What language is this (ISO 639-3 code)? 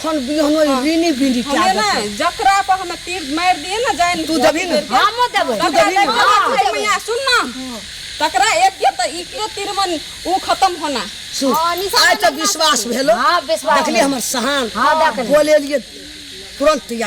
mai